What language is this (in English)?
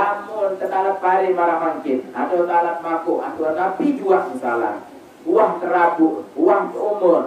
Sasak